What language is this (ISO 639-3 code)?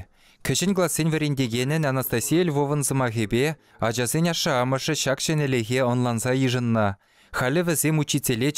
chv